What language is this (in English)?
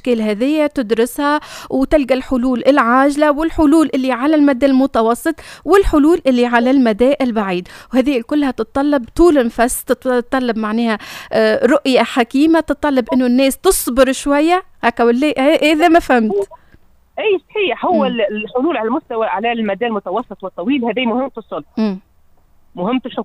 Tunisian Arabic